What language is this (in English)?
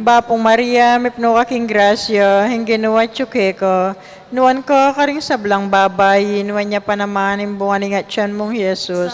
Pampanga